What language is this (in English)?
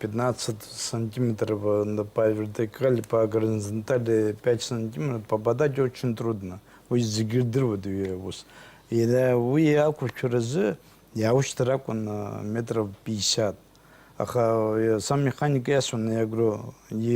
Abkhazian